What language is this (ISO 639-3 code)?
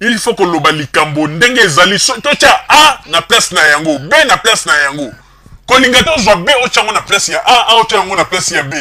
lin